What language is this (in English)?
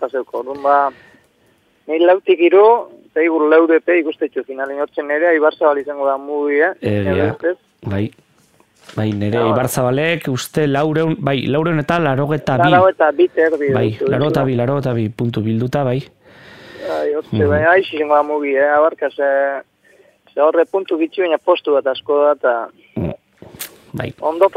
Basque